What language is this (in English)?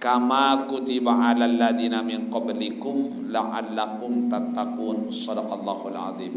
Sasak